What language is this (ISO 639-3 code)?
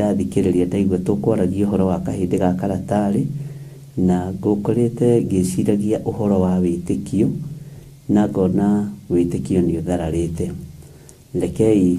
kik